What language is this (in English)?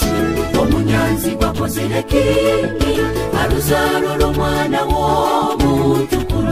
Nyoro